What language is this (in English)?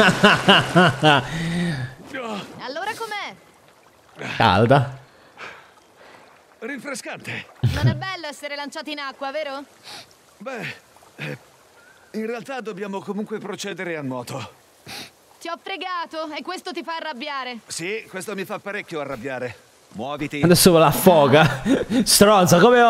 Italian